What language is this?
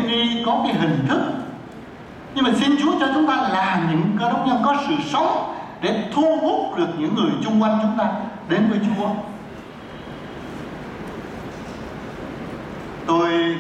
Vietnamese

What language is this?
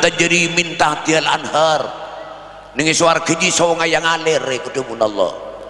Madurese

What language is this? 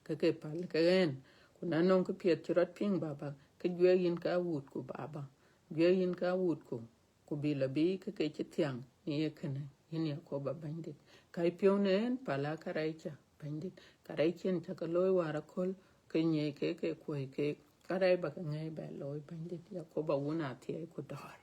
Dinka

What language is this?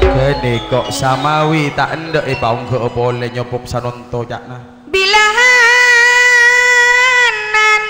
Madurese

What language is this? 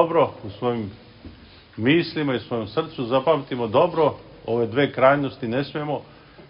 Serbian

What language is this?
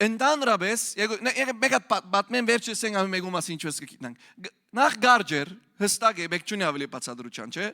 Western Armenian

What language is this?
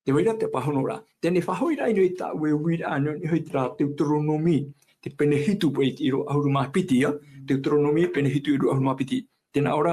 Tahitian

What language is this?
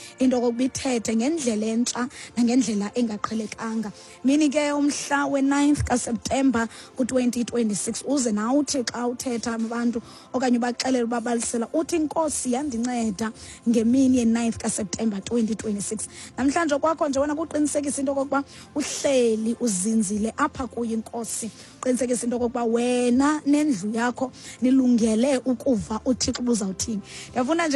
Xhosa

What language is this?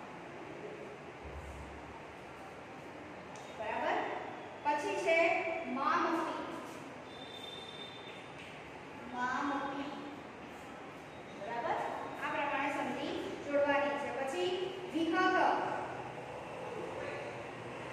Gujarati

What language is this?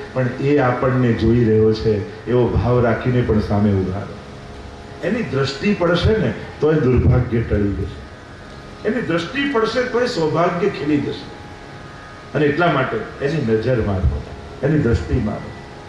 Gujarati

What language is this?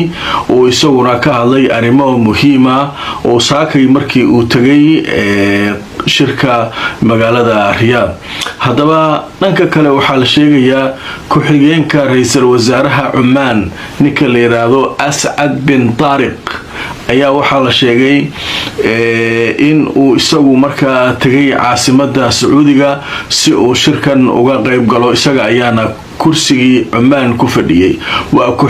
Somali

